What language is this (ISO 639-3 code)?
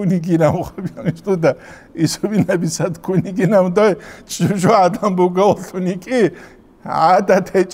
ava